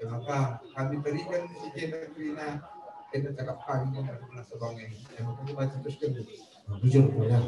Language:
Batak Karo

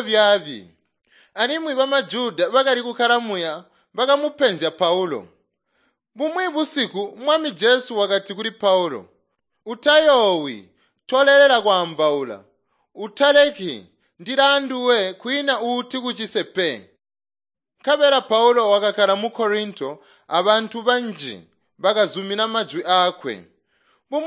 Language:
Tonga (Zambia)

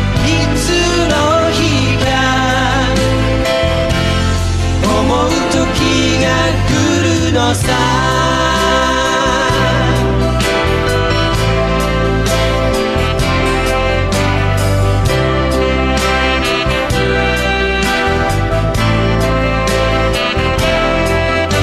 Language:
Japanese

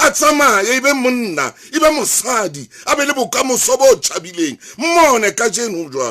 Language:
Southern Sotho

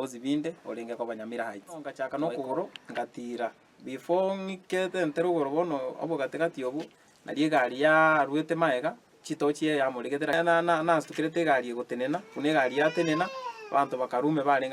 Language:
Gusii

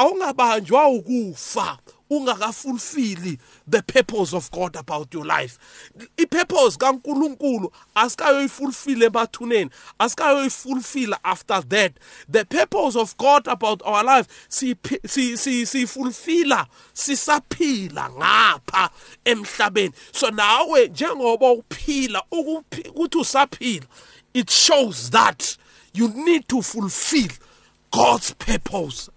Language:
South Ndebele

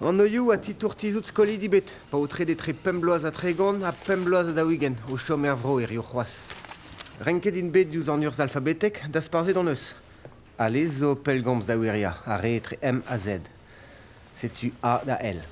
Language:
Breton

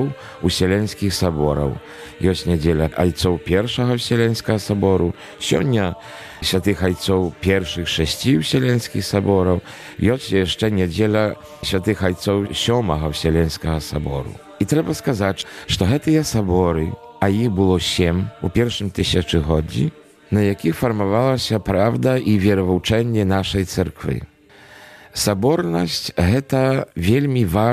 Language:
Belarusian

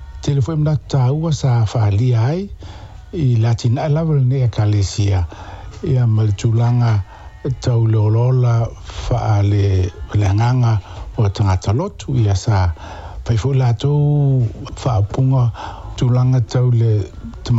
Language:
Samoan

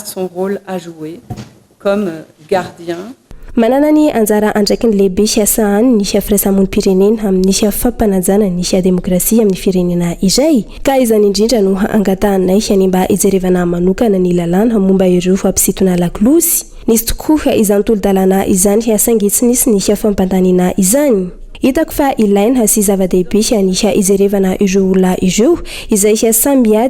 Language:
Malagasy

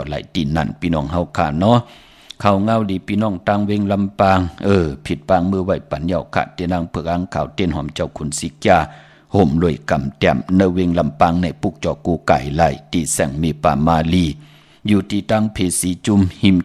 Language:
Shan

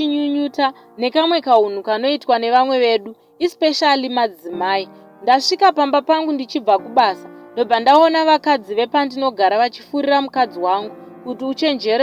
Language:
Shona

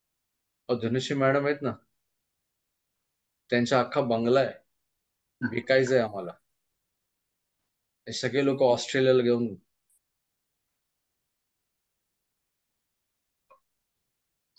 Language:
Marathi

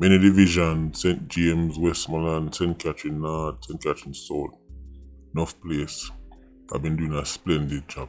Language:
Jamaican Creole English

